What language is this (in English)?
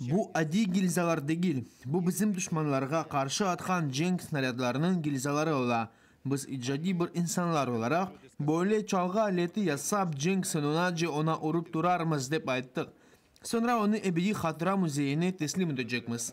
Crimean Tatar